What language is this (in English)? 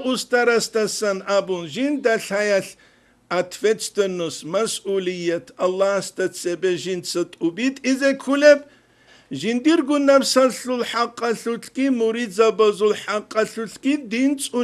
Avaric